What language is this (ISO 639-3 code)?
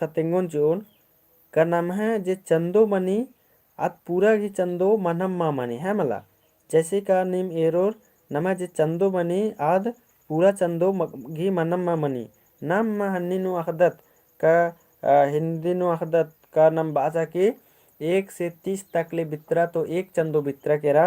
kru